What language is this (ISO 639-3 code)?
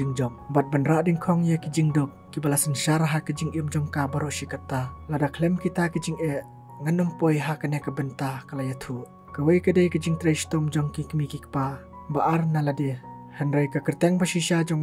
kha